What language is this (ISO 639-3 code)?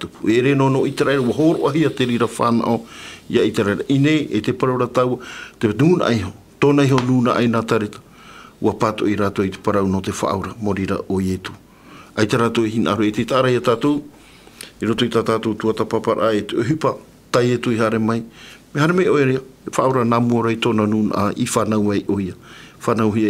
tah